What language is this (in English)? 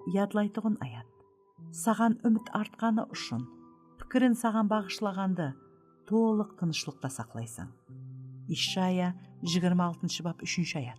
Kara-Kalpak